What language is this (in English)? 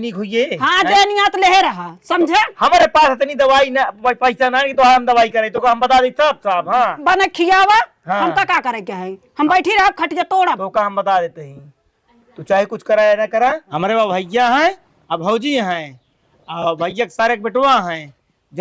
Awadhi